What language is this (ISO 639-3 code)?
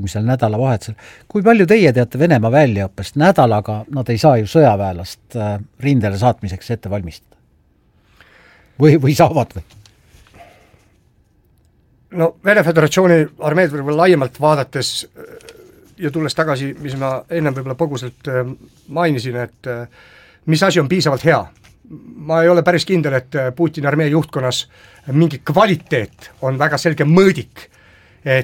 est